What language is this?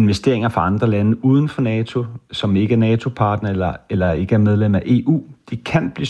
Danish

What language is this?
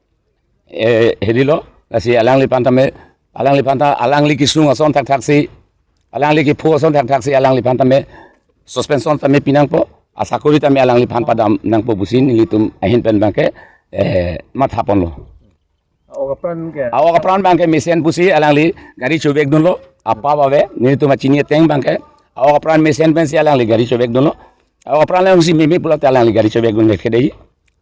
Karbi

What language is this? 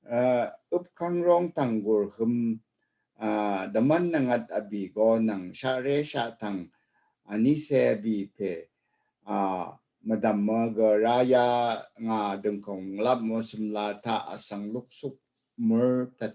Rawang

